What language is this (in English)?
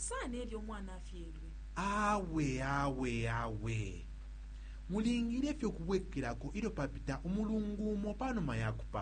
Bemba